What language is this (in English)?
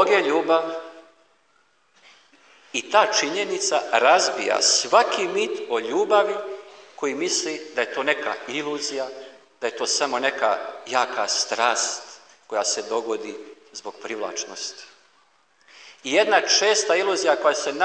Croatian